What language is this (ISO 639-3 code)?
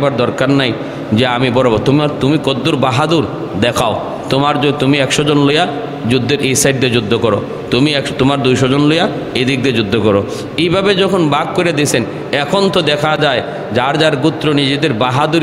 ben